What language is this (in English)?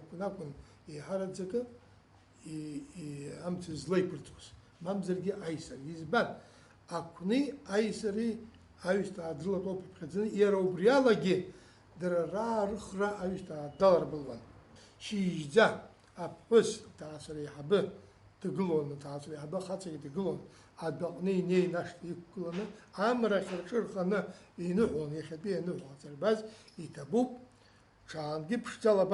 Abkhazian